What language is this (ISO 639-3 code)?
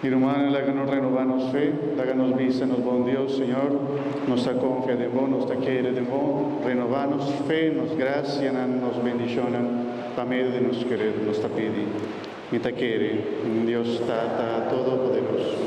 pap